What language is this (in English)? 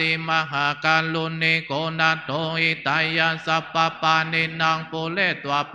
Pali